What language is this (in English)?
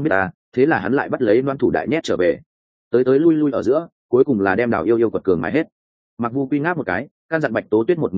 Vietnamese